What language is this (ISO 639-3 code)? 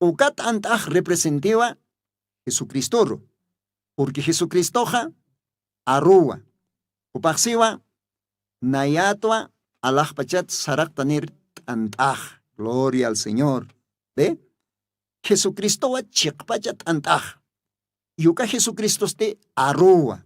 aym